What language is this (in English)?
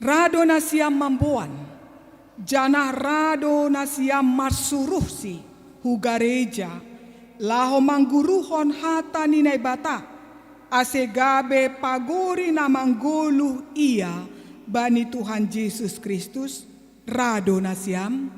Batak Simalungun